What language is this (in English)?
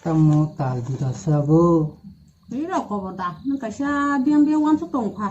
Kok Borok